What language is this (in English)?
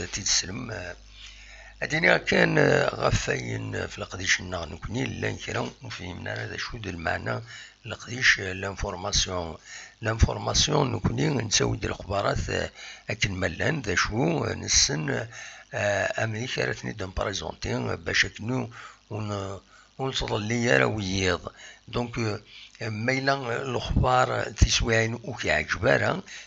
Kabyle